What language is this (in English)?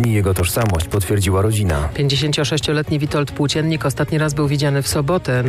Polish